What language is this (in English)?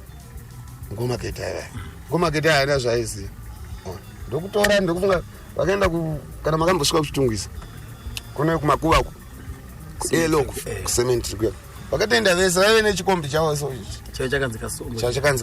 Shona